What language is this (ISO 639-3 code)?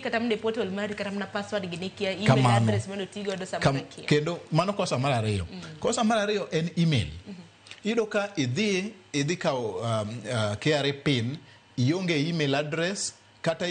luo